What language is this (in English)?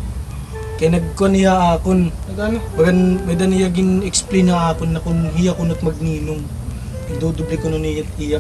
Waray